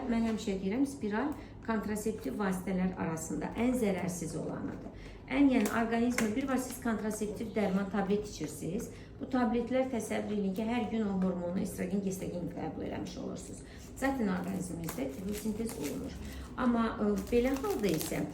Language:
Azerbaijani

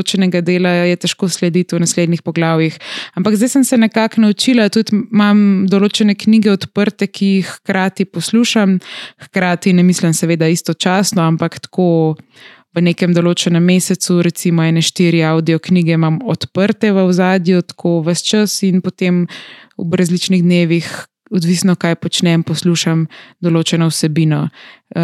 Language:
Slovenian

